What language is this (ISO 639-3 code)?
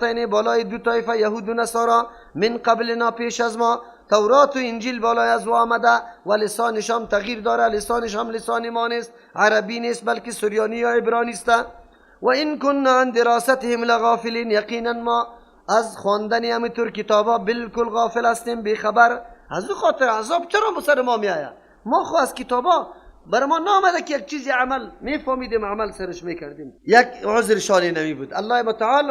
fas